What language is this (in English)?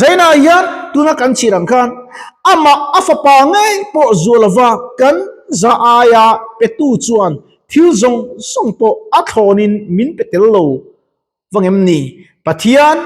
Mizo